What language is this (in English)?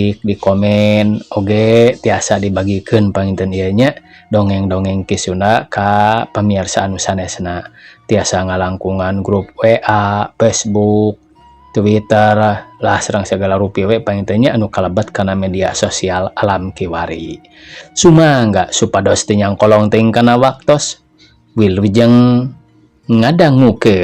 Sundanese